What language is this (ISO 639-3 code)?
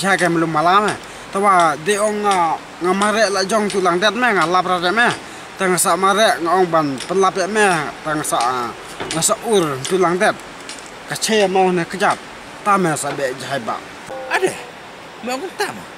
kha